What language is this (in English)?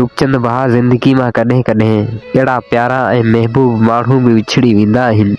Sindhi